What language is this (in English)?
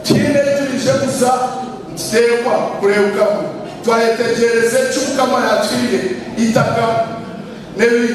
Nyankole